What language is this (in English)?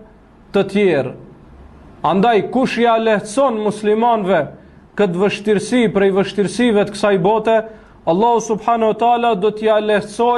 Albanian